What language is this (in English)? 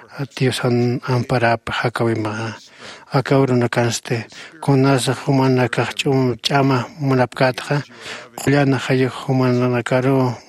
Aymara